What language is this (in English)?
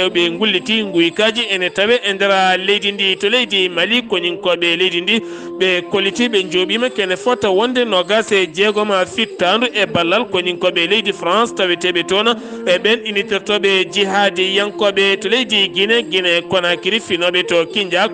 Fula